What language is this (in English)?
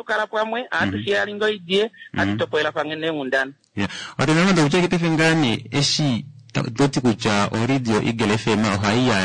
Kuanyama